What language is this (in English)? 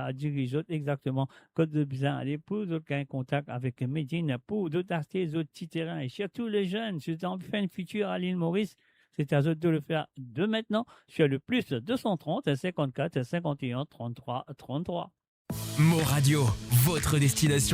Morisyen